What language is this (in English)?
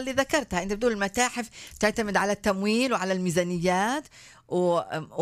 North Levantine Arabic